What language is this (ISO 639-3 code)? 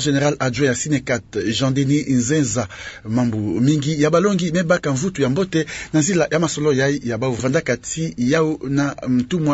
ktu